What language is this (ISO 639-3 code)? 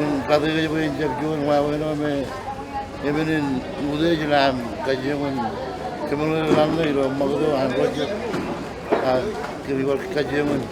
mah